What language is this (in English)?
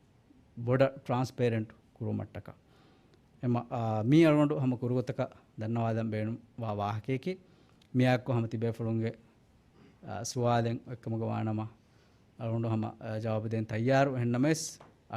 Divehi